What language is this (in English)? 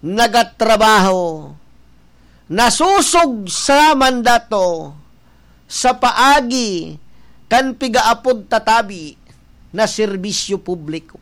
Bikol